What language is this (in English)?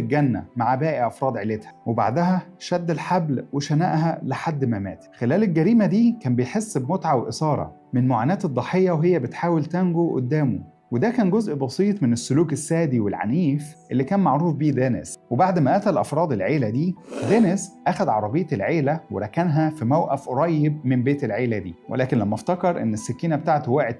Egyptian Arabic